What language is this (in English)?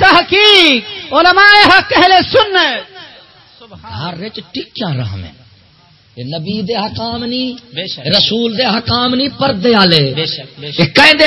Saraiki